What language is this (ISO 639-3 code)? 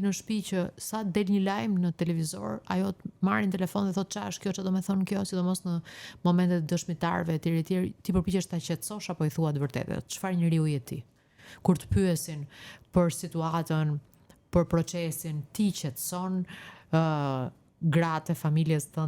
sqi